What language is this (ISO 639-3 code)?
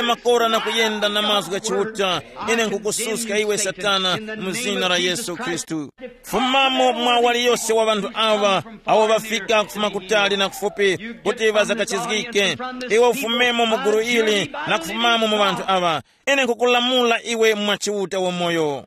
tum